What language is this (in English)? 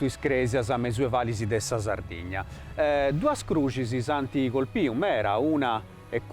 Sardinian